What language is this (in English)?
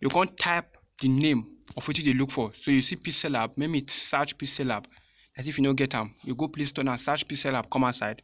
Nigerian Pidgin